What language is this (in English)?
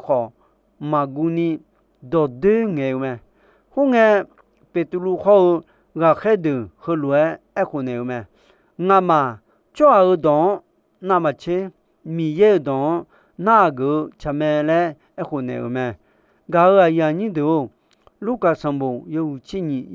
Akha